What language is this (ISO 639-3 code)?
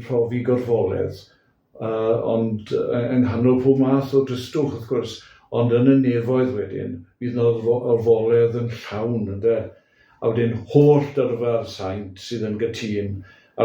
cym